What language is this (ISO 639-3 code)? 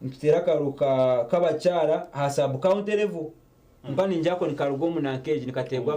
nyn